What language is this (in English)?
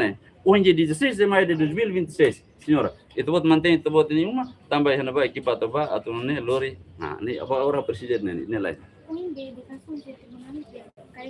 Tetum